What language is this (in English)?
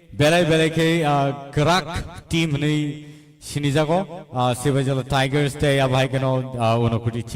Kok Borok